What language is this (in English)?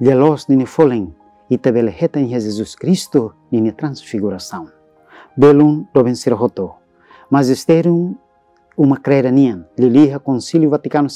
Tetum